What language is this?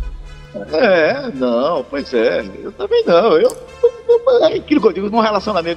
Portuguese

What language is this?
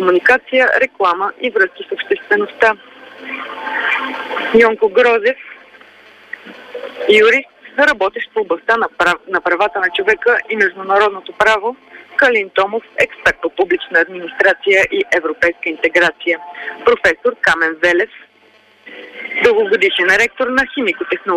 Bulgarian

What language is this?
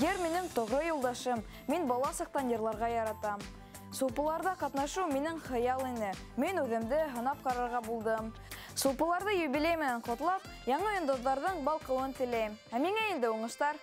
Bashkir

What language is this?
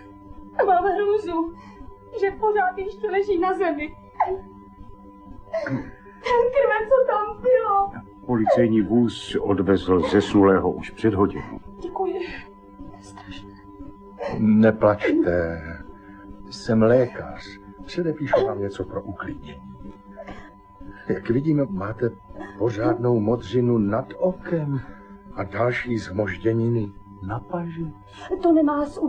Czech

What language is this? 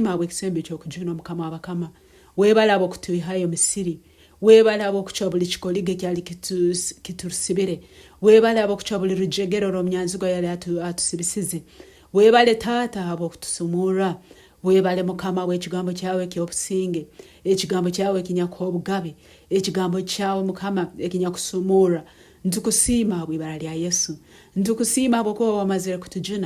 Nyankole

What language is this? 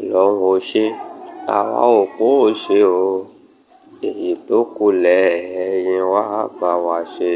Yoruba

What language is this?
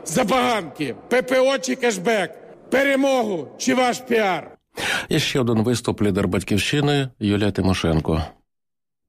Ukrainian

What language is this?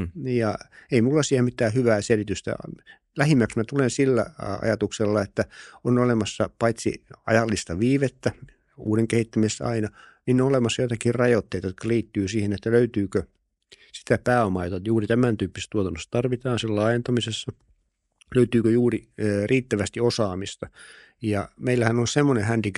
Finnish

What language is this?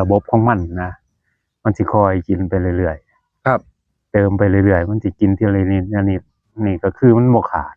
Northeastern Thai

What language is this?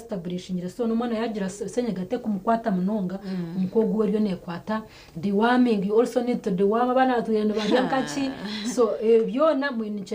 Nyankole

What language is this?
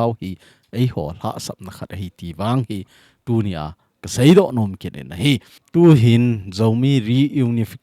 Thado Chin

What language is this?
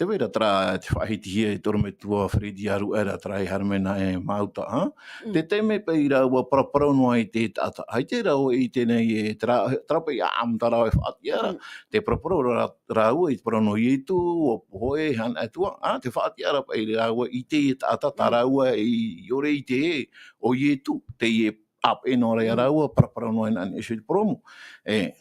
Tahitian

